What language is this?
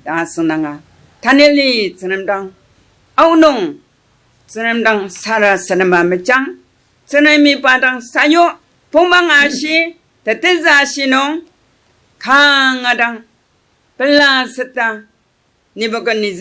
Ao Naga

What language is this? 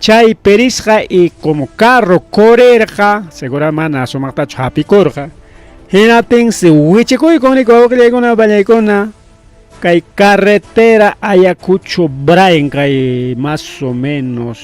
Ayacucho Quechua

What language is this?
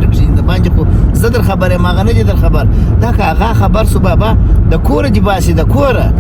Pashto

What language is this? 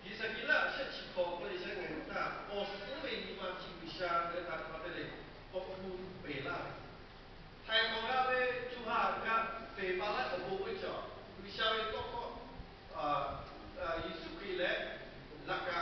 Lahu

